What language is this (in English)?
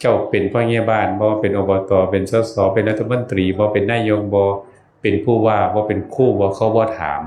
Northeastern Thai